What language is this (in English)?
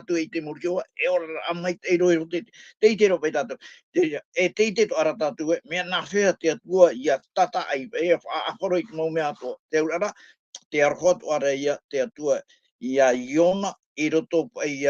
Tahitian